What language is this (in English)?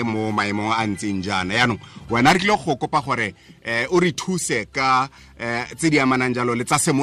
Tswana